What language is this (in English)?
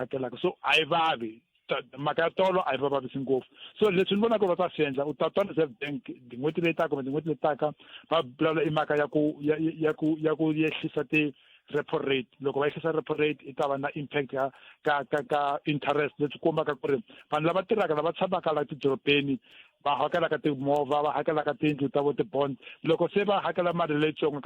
Tsonga